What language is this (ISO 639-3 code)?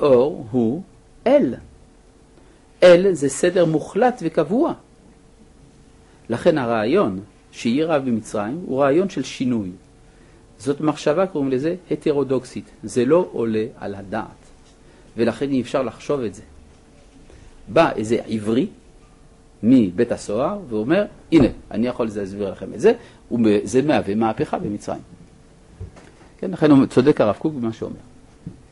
heb